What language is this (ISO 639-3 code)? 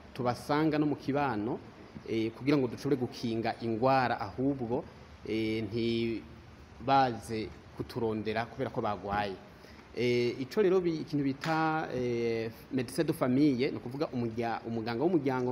run